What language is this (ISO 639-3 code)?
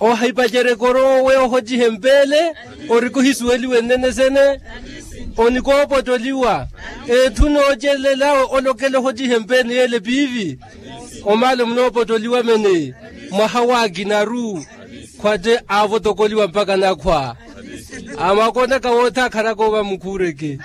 vmw